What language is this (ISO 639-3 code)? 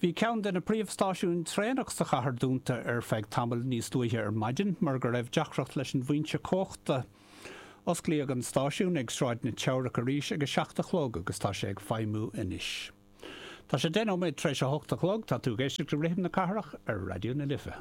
gle